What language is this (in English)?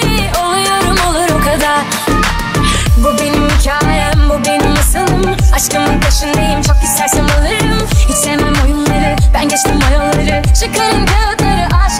Turkish